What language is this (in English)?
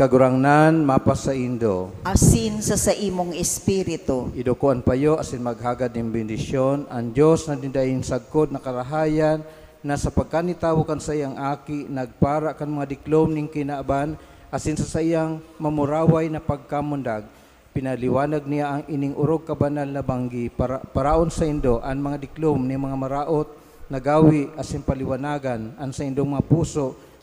Bikol